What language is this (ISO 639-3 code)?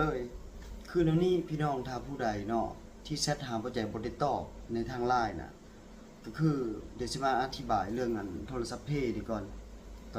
lao